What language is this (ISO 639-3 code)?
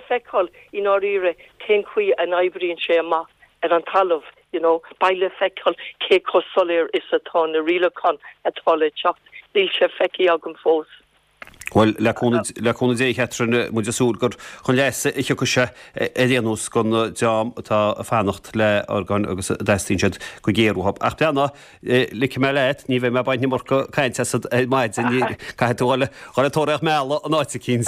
gle